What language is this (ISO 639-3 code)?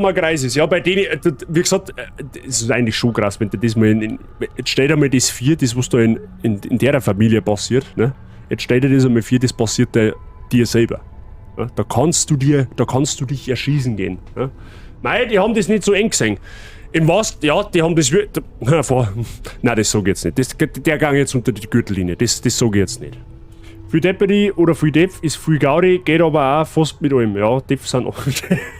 bar